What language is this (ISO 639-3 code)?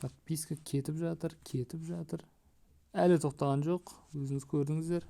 kaz